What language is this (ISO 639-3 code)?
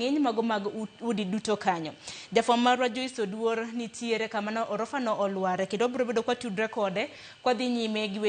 luo